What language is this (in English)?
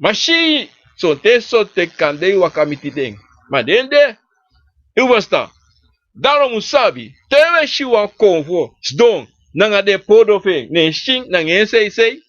Sranan Tongo